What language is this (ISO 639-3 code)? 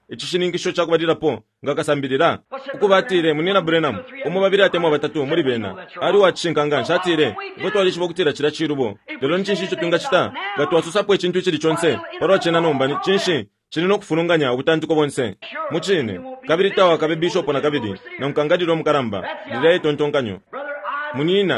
bem